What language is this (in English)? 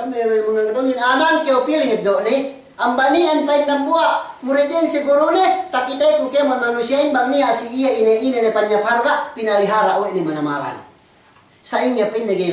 Yakan